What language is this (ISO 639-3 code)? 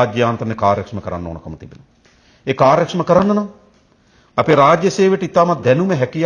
sin